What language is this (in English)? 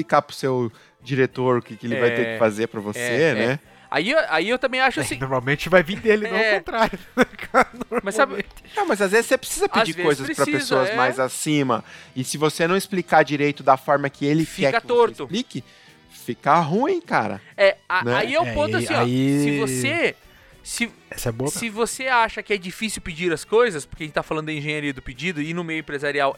Portuguese